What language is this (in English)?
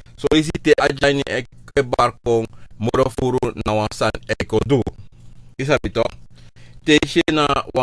Sranan Tongo